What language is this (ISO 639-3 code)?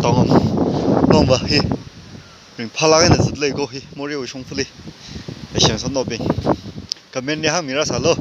nmf